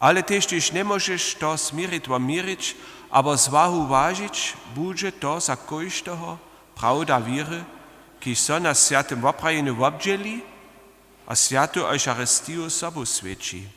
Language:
Upper Sorbian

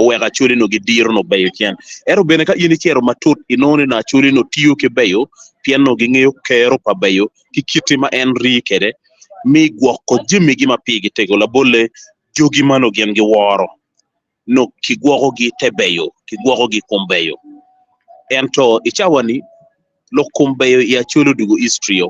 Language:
Acoli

